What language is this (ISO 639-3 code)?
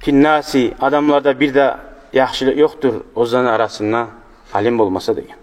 kum